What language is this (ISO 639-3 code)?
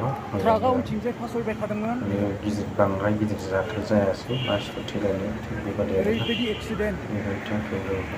brx